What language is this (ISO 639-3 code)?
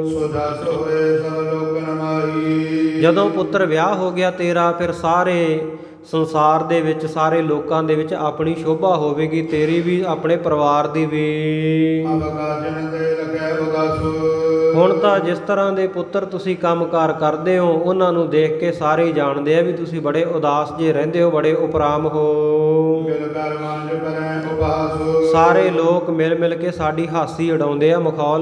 pan